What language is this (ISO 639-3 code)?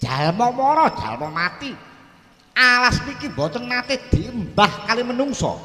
jav